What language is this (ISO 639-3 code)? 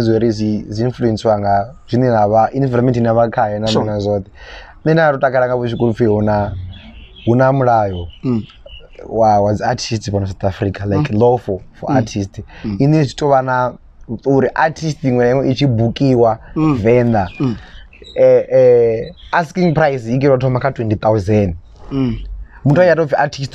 ven